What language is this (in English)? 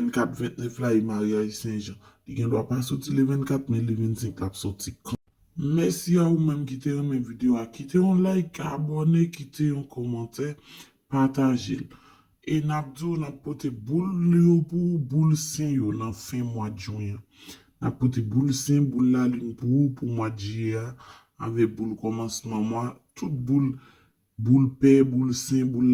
Haitian Creole